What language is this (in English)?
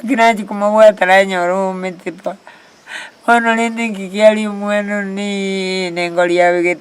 Gusii